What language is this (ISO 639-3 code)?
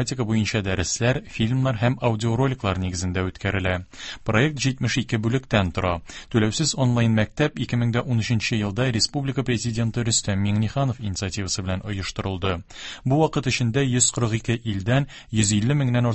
tat